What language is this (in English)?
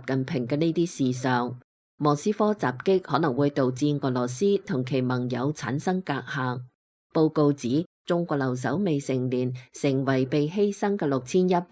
Cantonese